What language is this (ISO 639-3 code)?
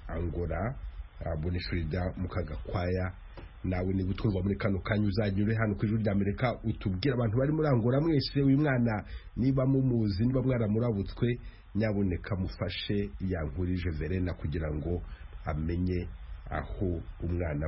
kin